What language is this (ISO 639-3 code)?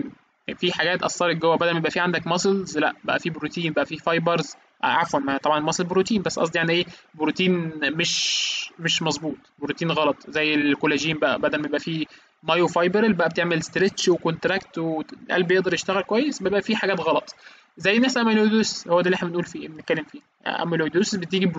arz